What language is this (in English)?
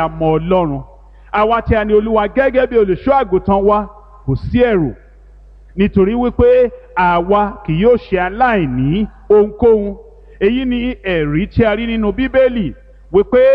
Yoruba